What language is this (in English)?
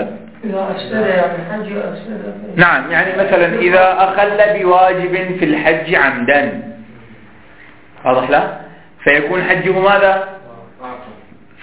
Arabic